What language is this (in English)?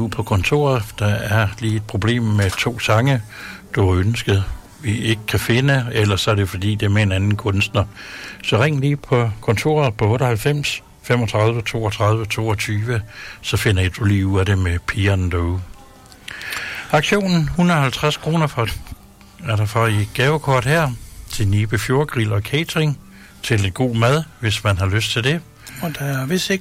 Danish